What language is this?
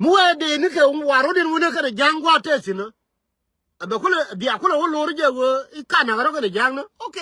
Nuer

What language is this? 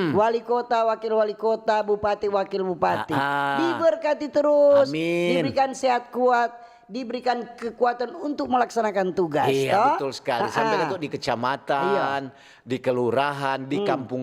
Manado Malay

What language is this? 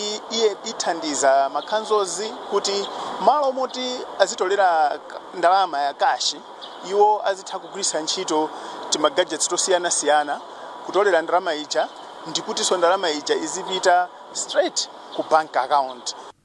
Nyanja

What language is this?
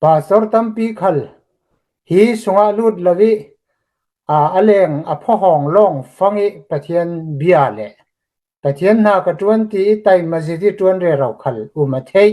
Hakha Chin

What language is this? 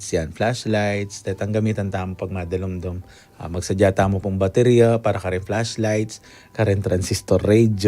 Pampanga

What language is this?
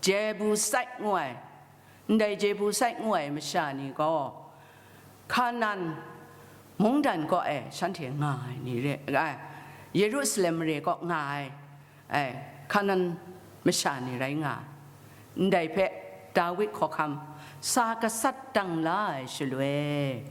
Kachin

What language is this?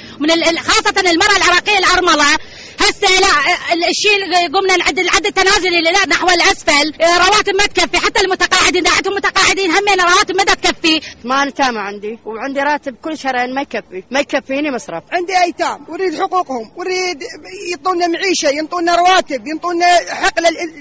Mesopotamian Arabic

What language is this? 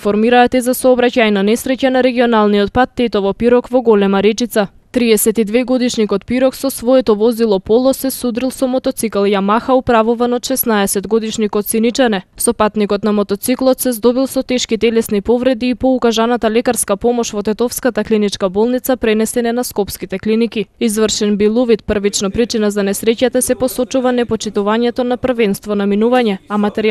Macedonian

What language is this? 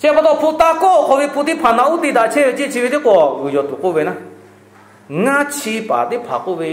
Lahu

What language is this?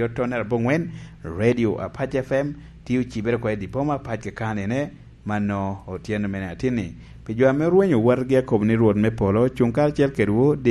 Lango (Uganda)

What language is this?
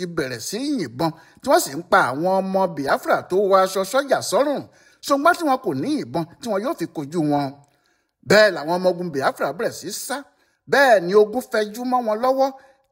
Yoruba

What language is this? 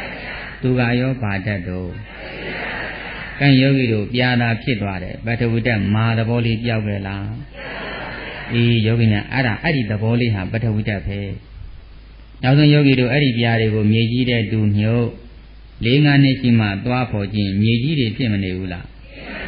Burmese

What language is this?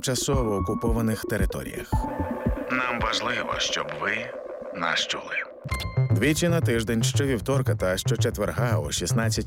Ukrainian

